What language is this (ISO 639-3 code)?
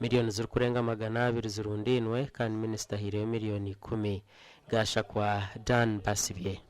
nyn